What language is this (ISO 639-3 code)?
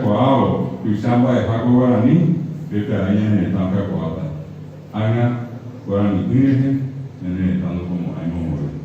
grn